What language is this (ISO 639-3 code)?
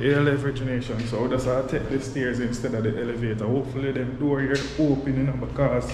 jam